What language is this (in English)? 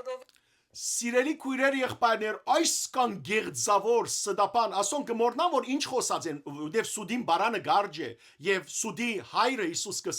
Western Armenian